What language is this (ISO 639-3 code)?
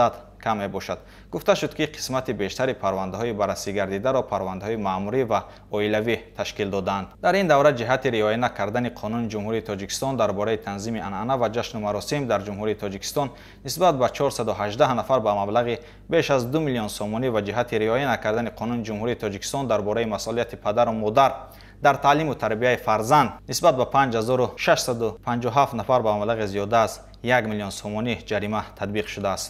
tgk